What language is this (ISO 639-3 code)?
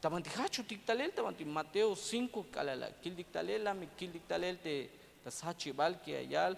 tzh